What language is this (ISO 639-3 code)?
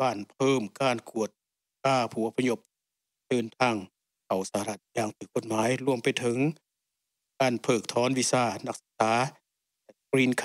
tha